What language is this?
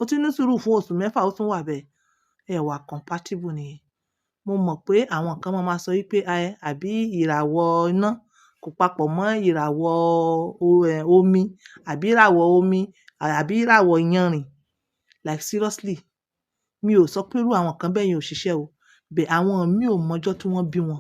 Yoruba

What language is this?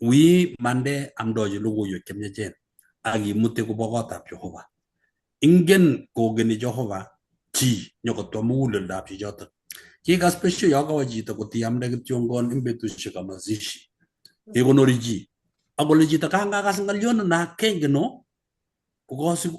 Kalenjin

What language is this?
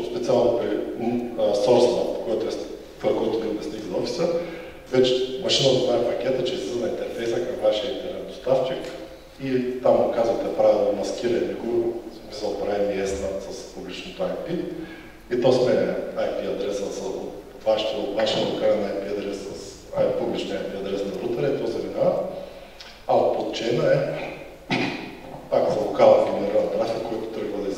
Bulgarian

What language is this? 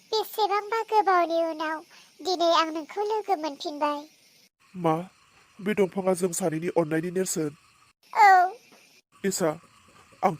Bodo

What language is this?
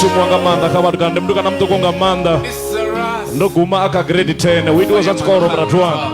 Venda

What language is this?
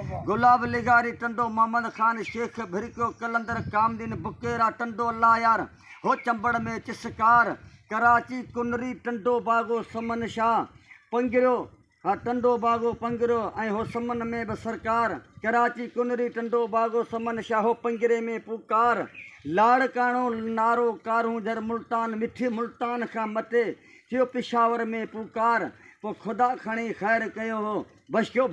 Sindhi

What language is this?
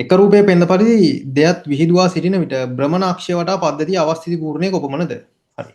Sinhala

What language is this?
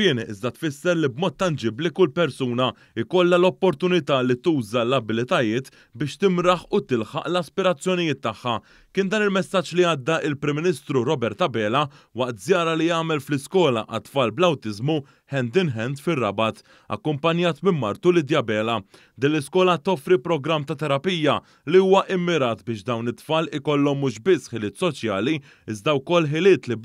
Maltese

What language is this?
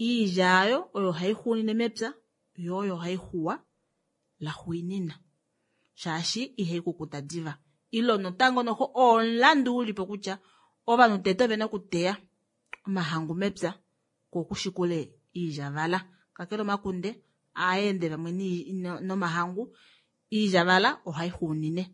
Kuanyama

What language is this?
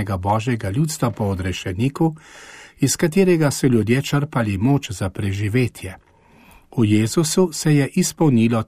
Slovenian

